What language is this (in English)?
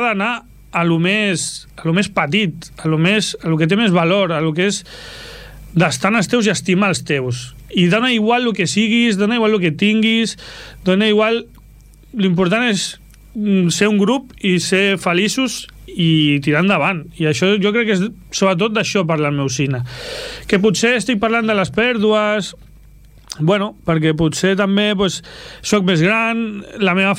Catalan